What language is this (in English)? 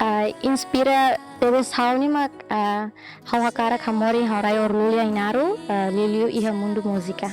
Tetum